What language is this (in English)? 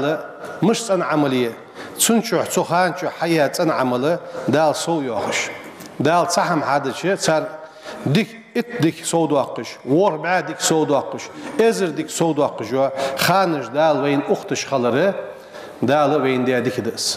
Ingush